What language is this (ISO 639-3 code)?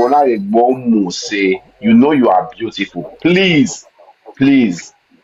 pcm